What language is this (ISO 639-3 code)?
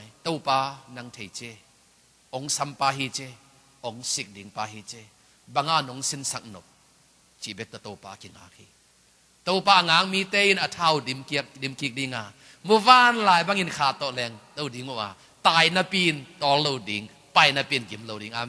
ctd